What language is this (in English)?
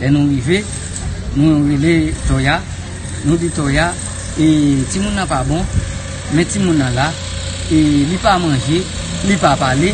Haitian Creole